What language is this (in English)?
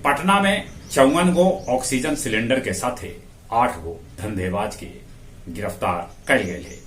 Magahi